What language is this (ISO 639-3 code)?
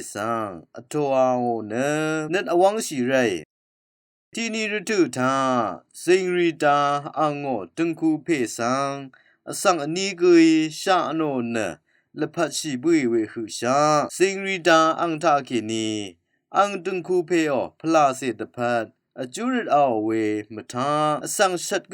raw